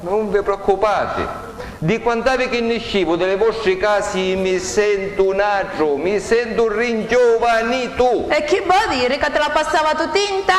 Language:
Sicilian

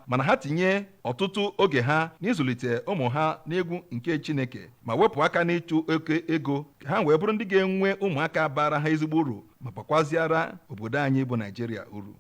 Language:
Igbo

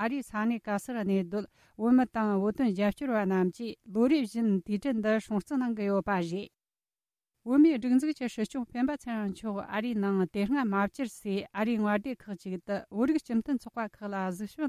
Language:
Tibetan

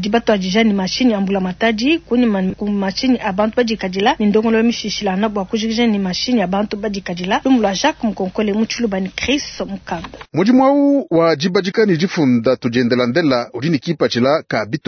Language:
Luba-Lulua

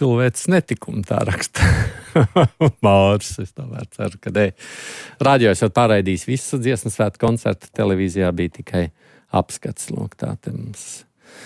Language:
Latvian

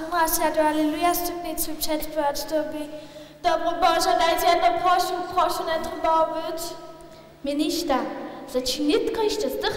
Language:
Upper Sorbian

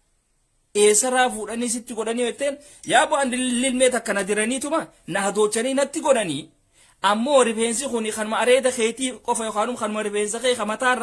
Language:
Oromo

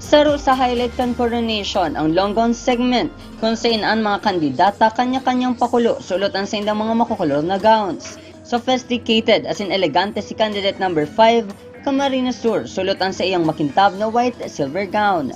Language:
Bikol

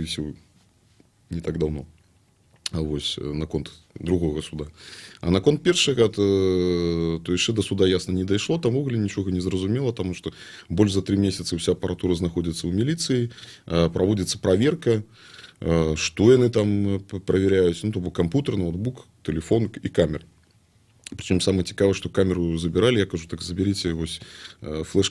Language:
Belarusian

